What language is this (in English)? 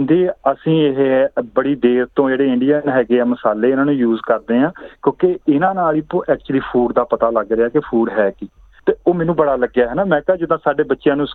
Punjabi